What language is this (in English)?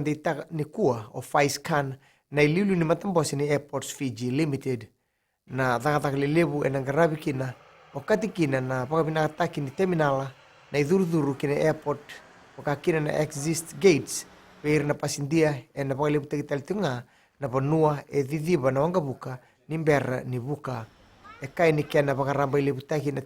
Fijian